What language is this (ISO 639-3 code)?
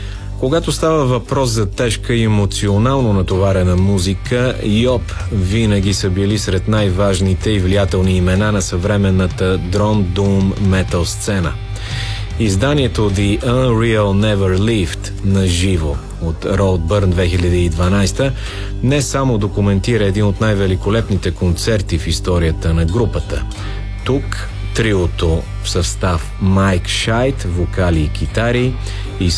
bul